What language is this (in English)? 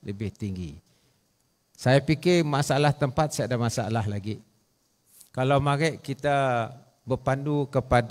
Malay